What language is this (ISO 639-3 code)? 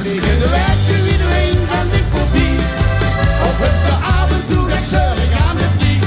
lim